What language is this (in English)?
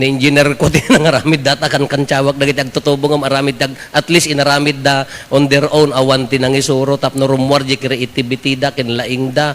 Iloko